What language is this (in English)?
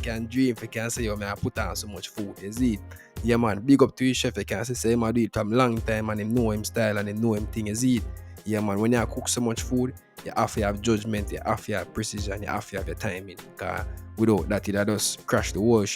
Jamaican Creole English